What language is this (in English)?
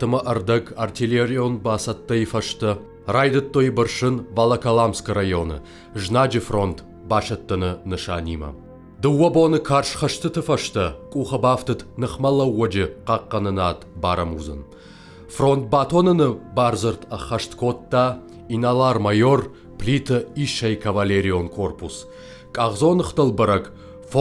Ossetic